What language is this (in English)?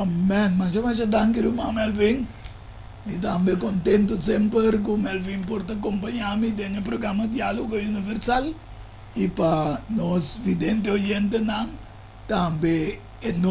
Papiamento